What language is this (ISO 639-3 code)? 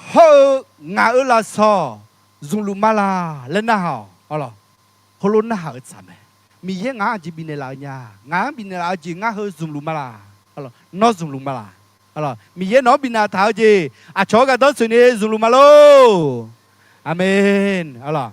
ahk